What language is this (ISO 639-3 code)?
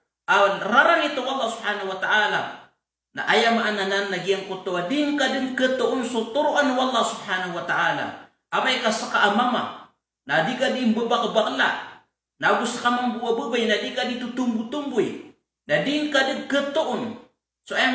mrw